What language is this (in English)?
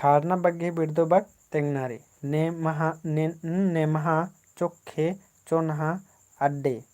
Kurukh